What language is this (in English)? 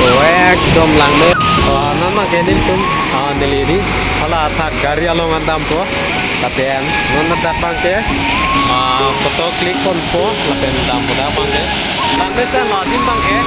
Karbi